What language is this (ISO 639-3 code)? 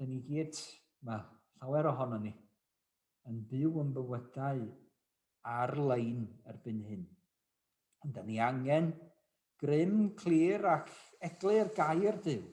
cym